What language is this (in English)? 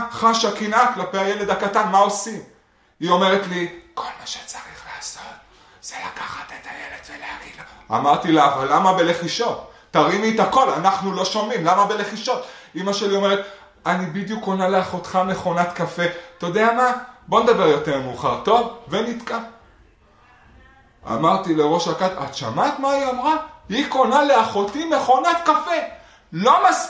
Hebrew